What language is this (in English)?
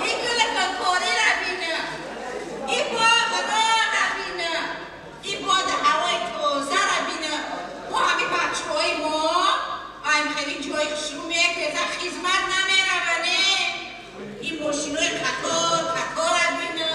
Tajik